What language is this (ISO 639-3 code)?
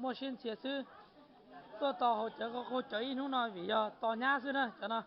hmn